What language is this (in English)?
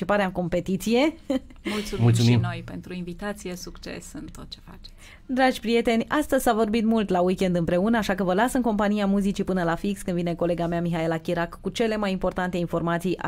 Romanian